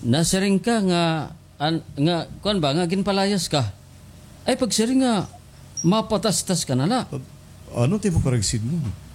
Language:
Waray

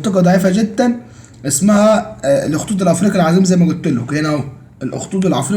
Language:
Egyptian Arabic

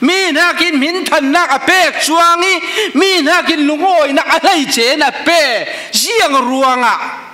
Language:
Falam Chin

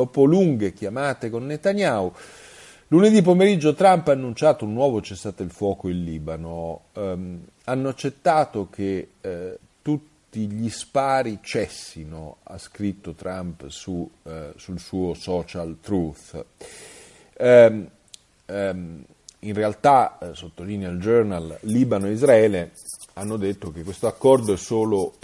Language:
Italian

